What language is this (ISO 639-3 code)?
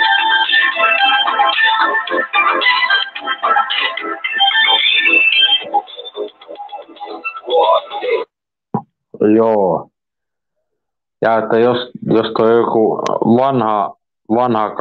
fin